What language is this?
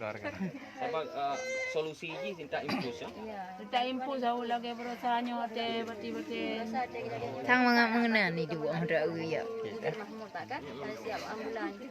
Achinese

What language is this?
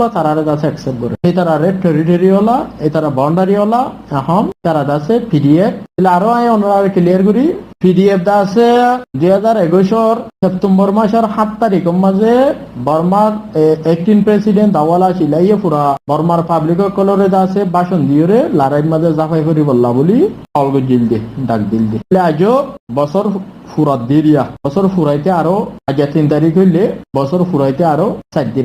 Rohingya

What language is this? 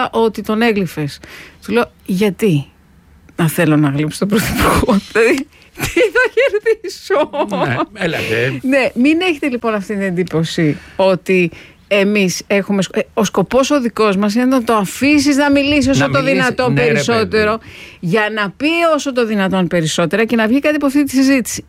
Greek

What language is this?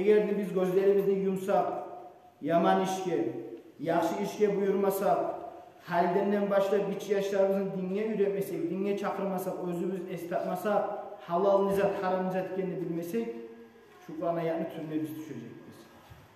Kumyk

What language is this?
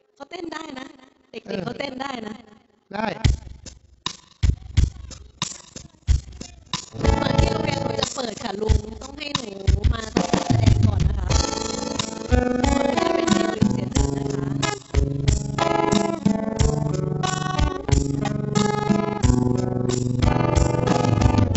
Thai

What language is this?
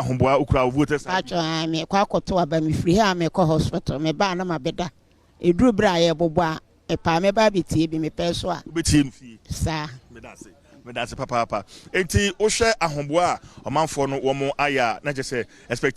Akan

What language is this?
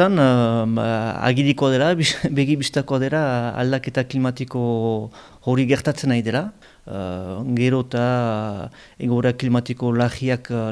Basque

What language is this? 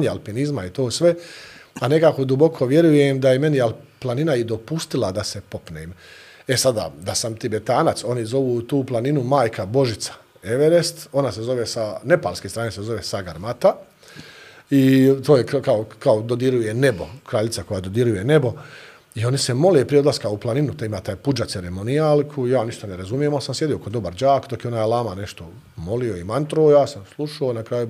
Bosnian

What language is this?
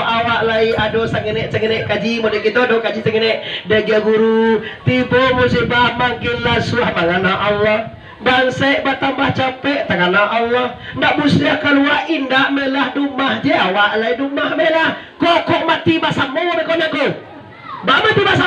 Minangkabau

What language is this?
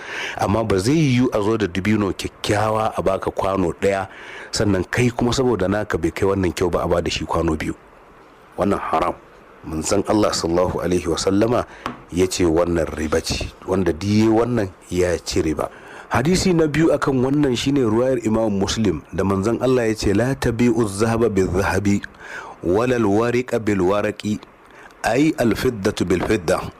Hausa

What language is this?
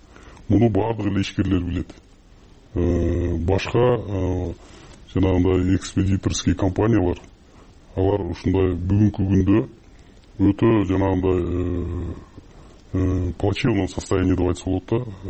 Kyrgyz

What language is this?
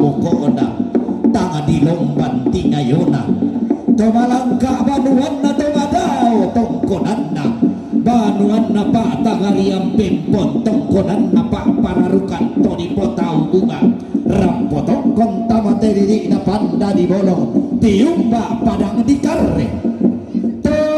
Toraja-Sa'dan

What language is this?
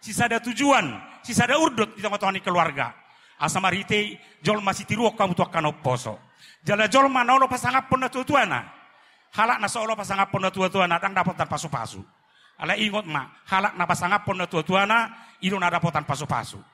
Batak Toba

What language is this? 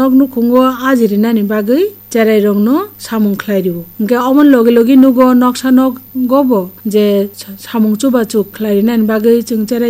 Kok Borok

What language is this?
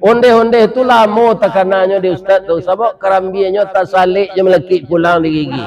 Minangkabau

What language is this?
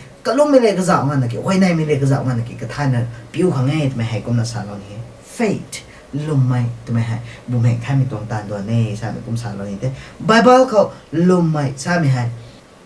Rongmei Naga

